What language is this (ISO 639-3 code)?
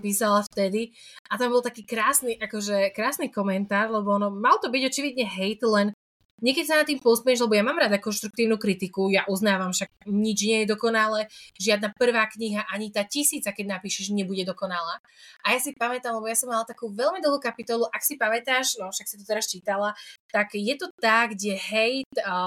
slk